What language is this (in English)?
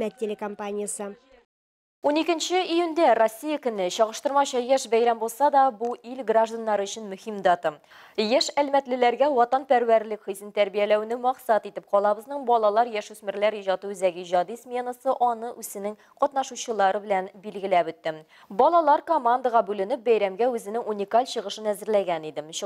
Tatar